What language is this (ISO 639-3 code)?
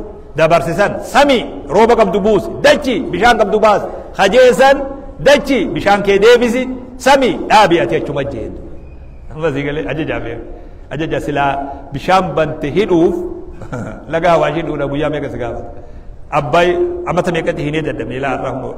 orm